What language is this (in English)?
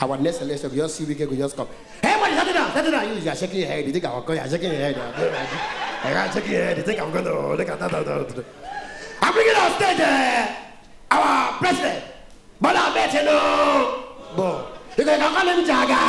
Nigerian Pidgin